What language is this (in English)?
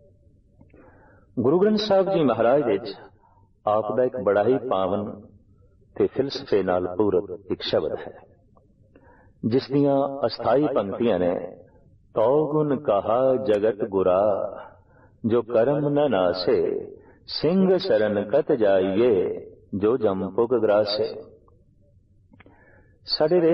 Punjabi